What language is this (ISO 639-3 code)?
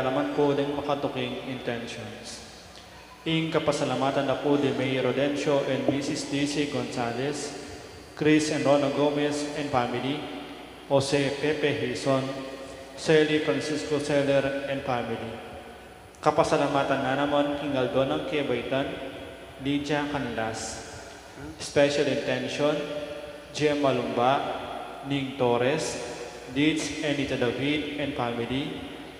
pam